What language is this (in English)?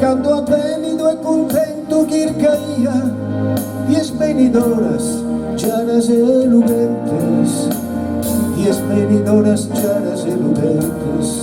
Sardinian